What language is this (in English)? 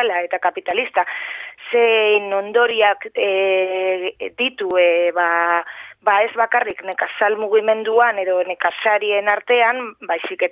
Basque